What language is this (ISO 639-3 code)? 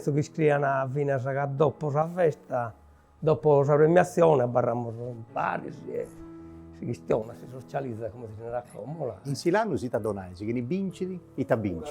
srd